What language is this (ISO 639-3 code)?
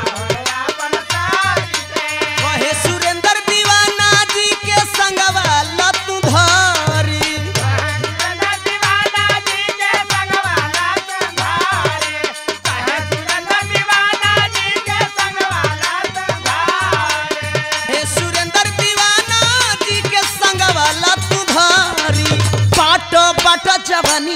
bho